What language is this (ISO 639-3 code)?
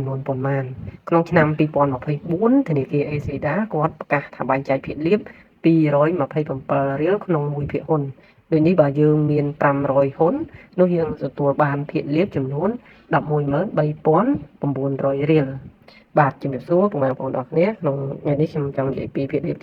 khm